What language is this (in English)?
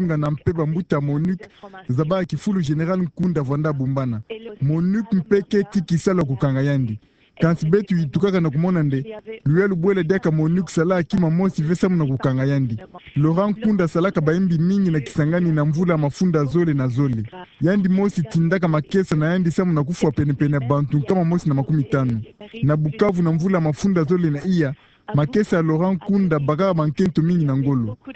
Kituba (Democratic Republic of Congo)